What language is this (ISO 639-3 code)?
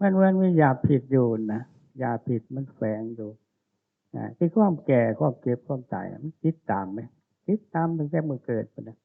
tts